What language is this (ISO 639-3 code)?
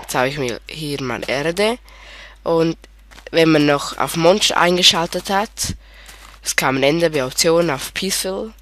gsw